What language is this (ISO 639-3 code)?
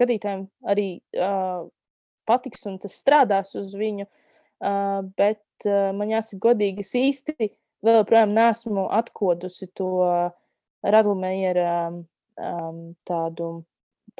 lav